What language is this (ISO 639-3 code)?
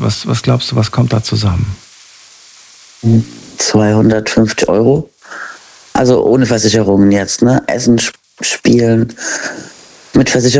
deu